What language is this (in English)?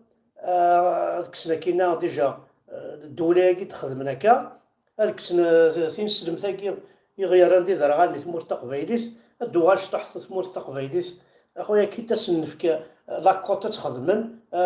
Kabyle